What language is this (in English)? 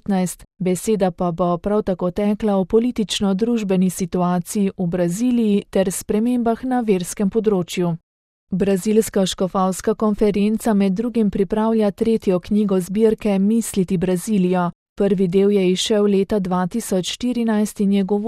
Slovenian